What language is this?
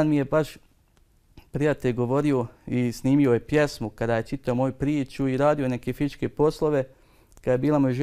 Bosnian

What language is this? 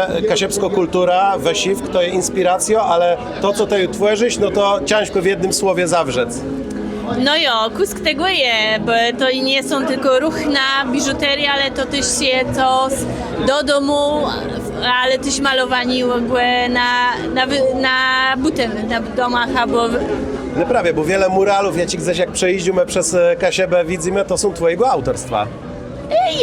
Kashubian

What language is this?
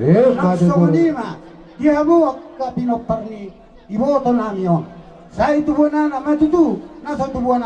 Batak Toba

